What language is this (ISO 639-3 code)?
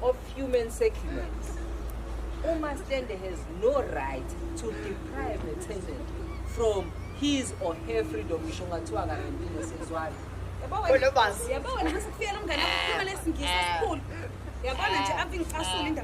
zul